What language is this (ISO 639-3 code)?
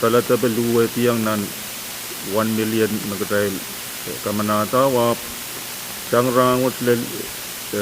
pon